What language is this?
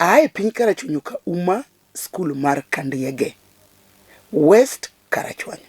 Luo (Kenya and Tanzania)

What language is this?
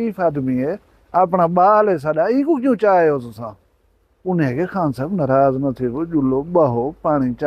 Saraiki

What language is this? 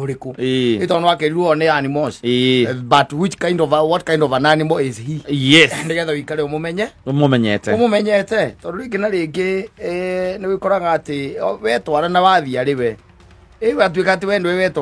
Kikuyu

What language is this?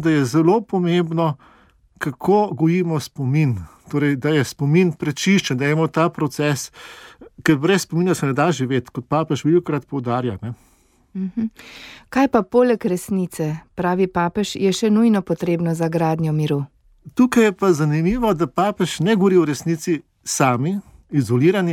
Slovenian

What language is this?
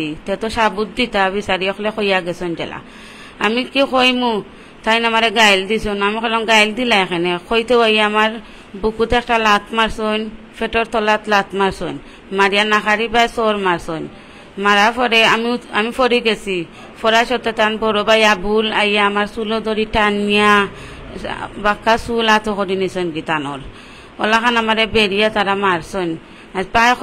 Sylheti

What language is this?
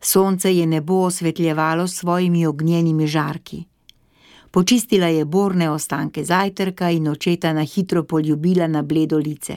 Slovenian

